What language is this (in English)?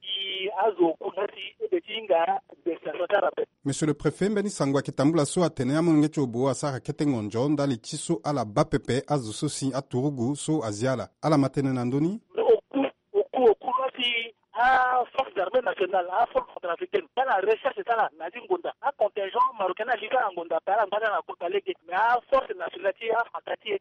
Sango